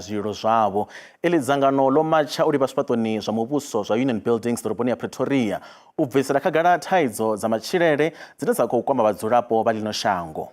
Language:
Venda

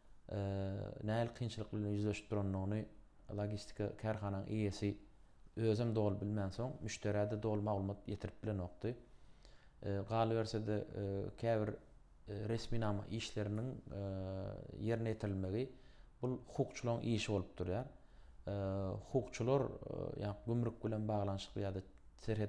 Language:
Turkmen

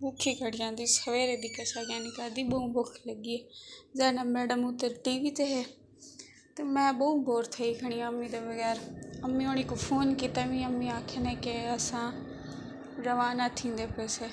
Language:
Saraiki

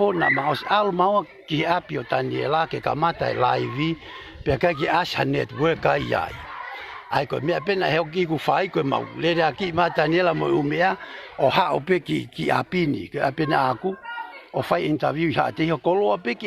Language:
Tongan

